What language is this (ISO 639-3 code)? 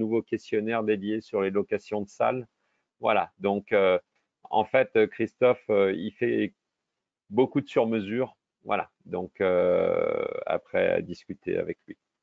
fra